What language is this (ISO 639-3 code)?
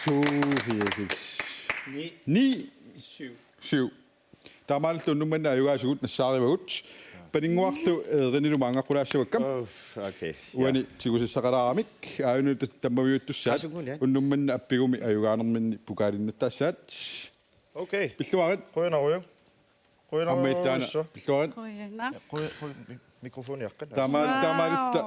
kal